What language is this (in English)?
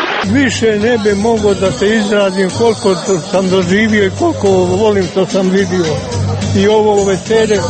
Croatian